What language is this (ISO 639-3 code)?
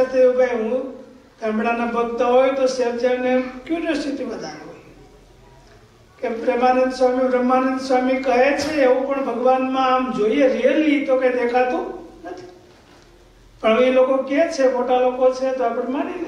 guj